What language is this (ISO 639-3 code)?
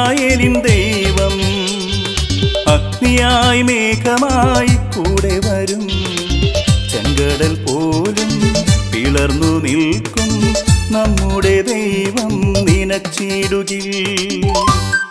mal